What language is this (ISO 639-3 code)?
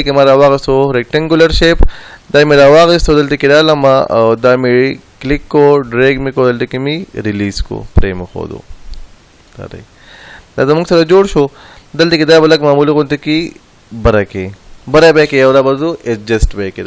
pus